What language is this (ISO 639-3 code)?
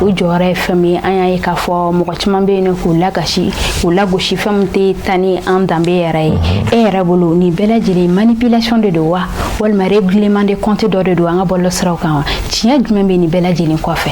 bam